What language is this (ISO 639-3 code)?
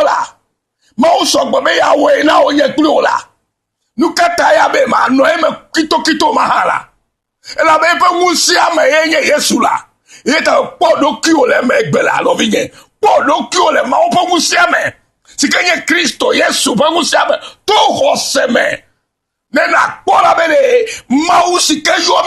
ewe